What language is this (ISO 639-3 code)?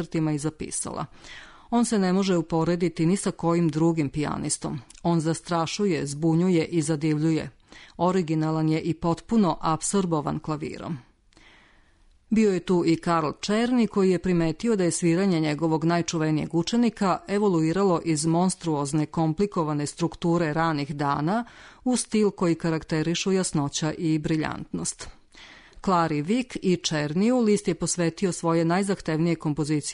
srp